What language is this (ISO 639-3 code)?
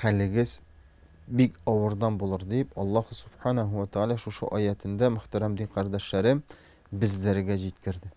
tat